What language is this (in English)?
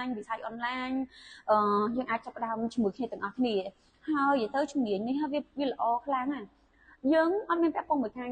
Khmer